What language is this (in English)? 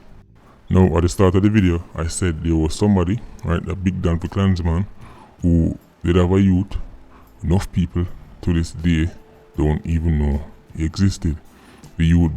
Jamaican Creole English